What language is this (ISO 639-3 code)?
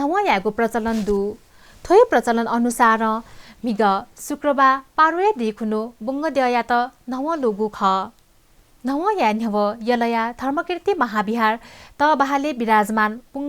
new